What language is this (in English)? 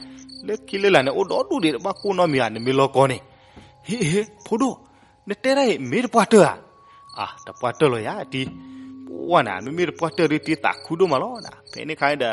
S'gaw Karen